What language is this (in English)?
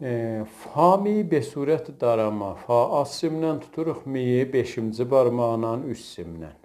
South Azerbaijani